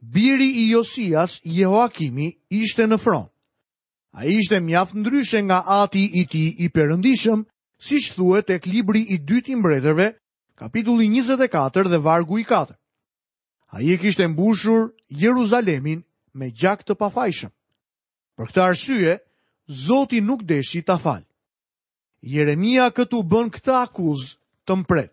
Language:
Albanian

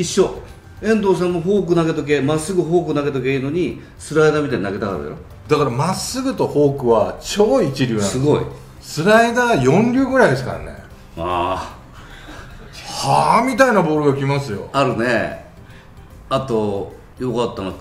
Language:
Japanese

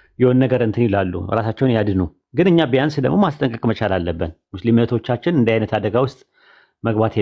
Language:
Amharic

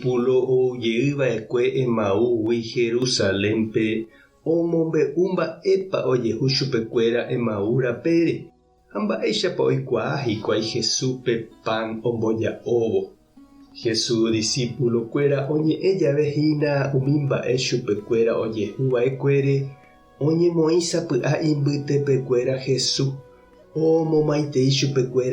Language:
Guarani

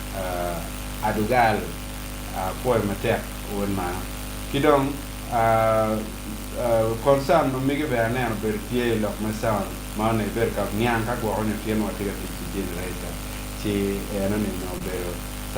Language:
Acoli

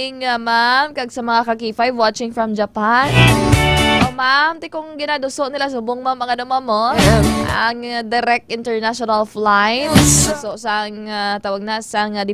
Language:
Hiligaynon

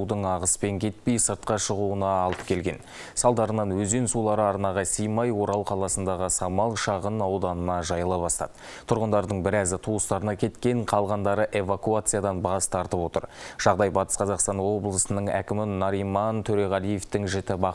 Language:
Kazakh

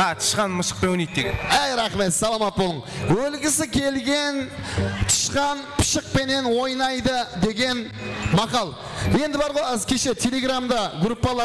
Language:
Kara-Kalpak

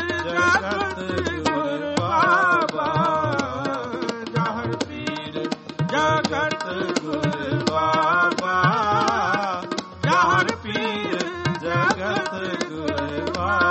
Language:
Punjabi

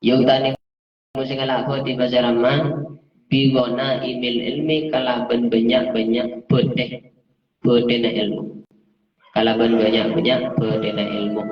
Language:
Madurese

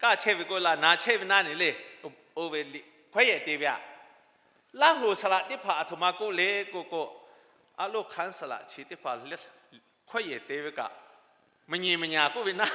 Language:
Lahu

